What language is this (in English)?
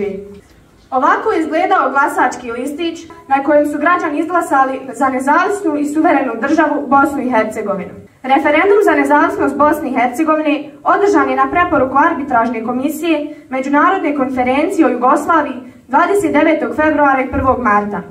Bosnian